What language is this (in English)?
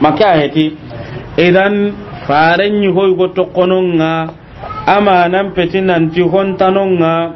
Soninke